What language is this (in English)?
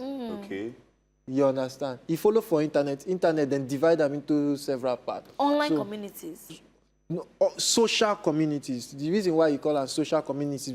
Nigerian Pidgin